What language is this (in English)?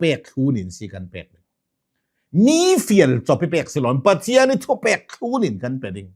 Hakha Chin